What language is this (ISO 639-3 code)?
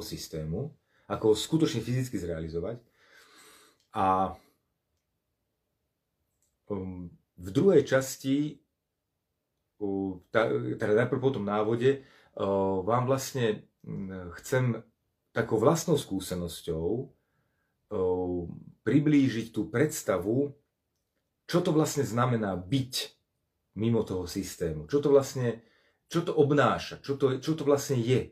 slk